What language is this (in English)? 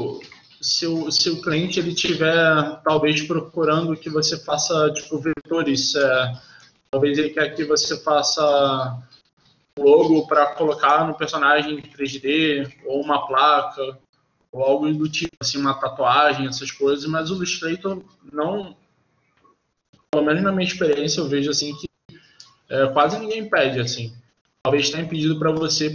Portuguese